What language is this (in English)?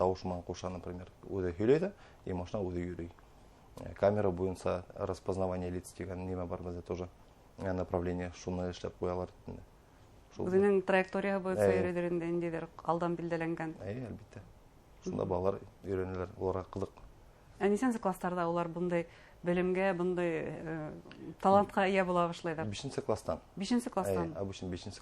Bashkir